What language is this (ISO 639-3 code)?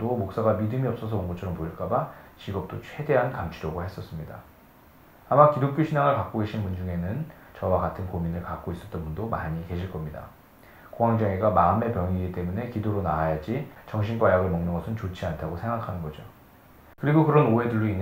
kor